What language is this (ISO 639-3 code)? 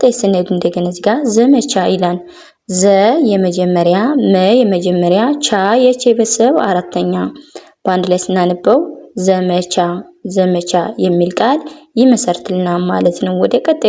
amh